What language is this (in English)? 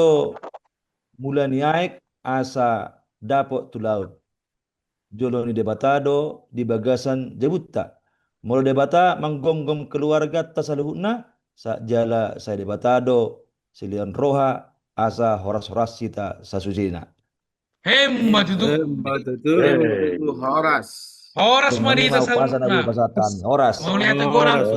Batak Toba